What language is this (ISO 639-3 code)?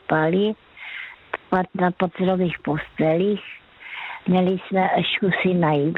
ces